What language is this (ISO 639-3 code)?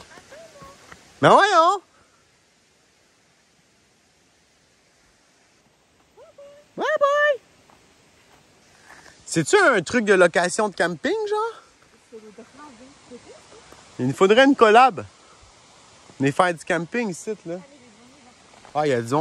fra